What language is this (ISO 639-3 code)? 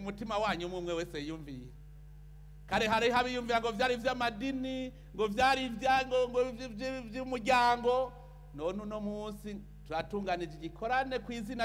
run